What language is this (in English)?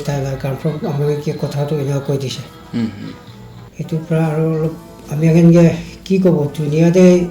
Naga Pidgin